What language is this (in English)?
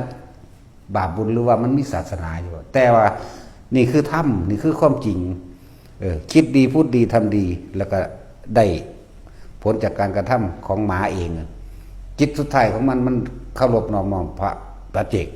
Lao